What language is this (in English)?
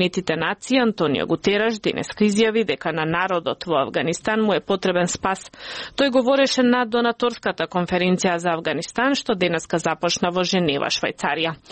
Macedonian